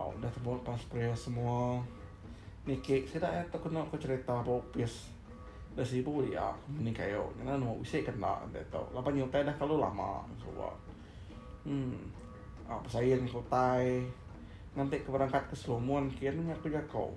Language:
Iban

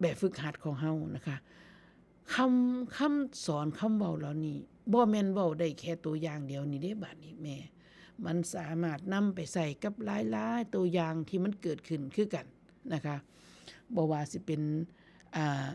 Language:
Northeastern Thai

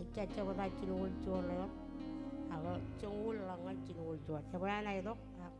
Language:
Marshallese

